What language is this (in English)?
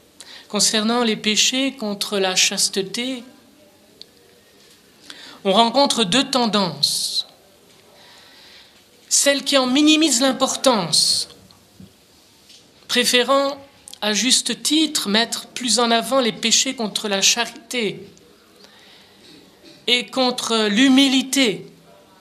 French